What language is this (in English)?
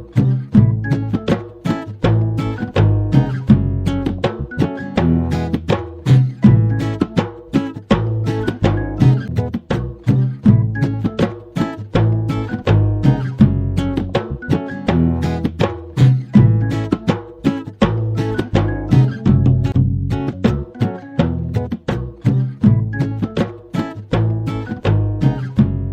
Divehi